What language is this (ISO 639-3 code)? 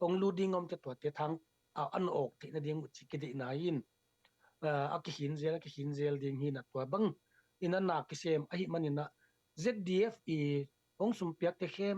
ctd